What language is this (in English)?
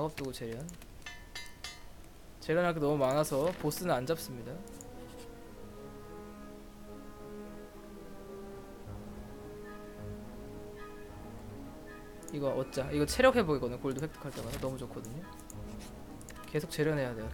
Korean